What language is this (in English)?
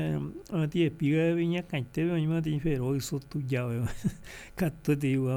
Guarani